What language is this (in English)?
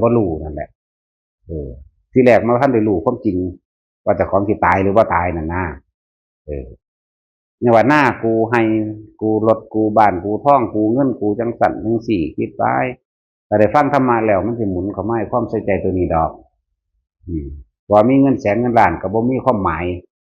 Northeastern Thai